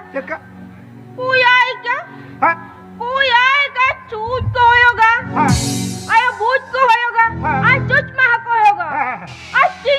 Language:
Santali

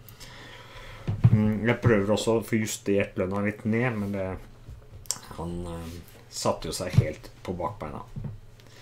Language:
Norwegian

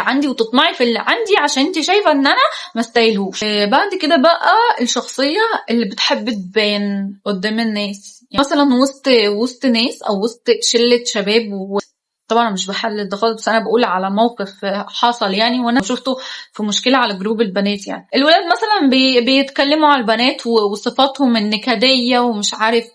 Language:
Egyptian Arabic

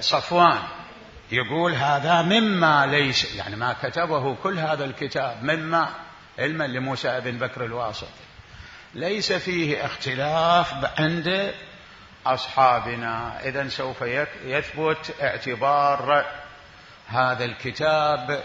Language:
Mesopotamian Arabic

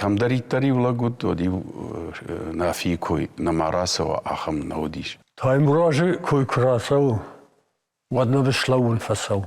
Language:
Ossetic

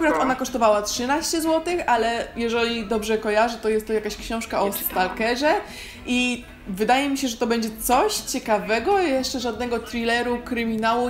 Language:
Polish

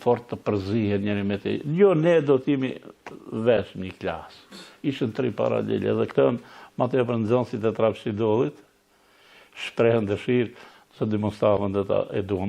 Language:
Albanian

